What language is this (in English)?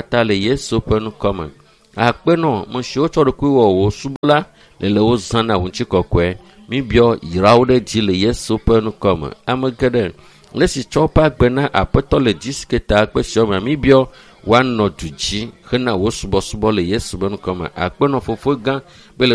Ewe